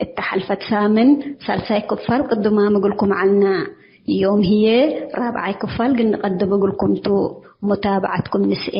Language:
Tigre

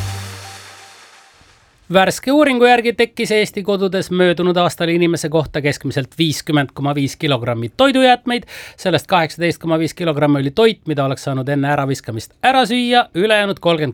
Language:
Estonian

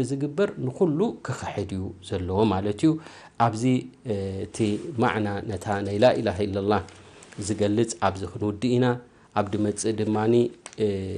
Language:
Tigrinya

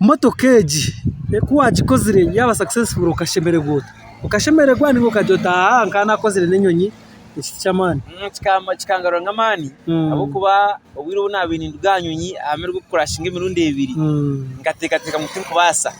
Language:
Nyankole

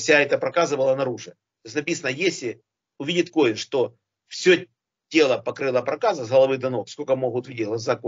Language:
Russian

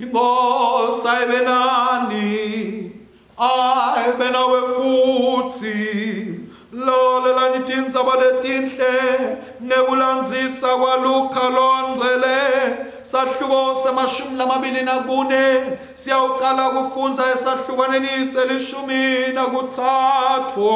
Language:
Swati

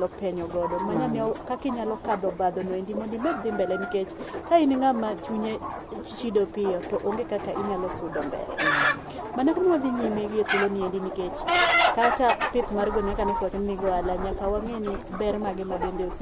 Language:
Luo (Kenya and Tanzania)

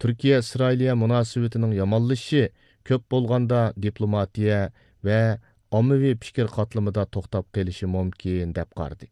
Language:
Uyghur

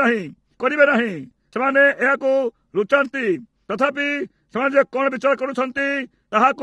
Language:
Odia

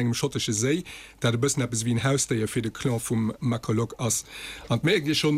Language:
Luxembourgish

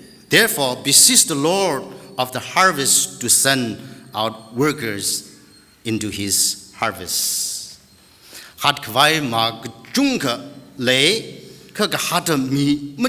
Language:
Tangkhul Naga (India)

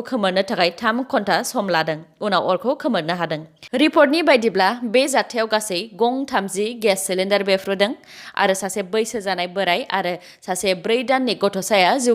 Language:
Bodo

